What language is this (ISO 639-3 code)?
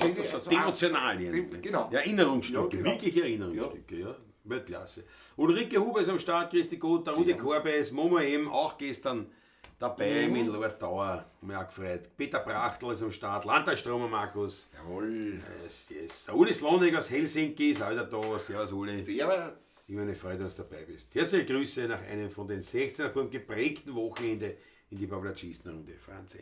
bar